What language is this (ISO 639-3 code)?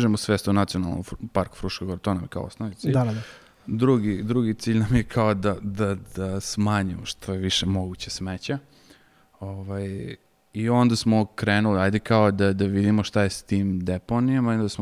srp